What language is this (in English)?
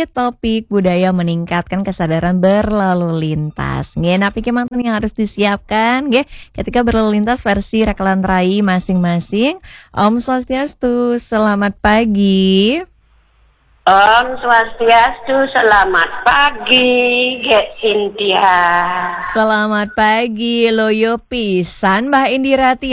Indonesian